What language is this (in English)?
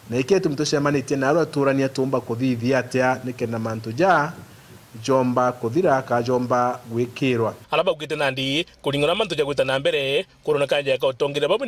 Meru